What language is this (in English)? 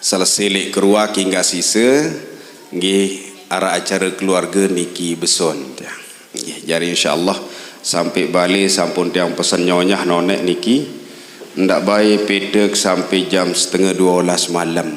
Sasak